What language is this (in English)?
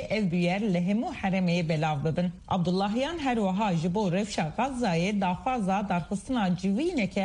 Kurdish